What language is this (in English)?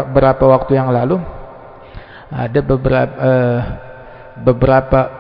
Indonesian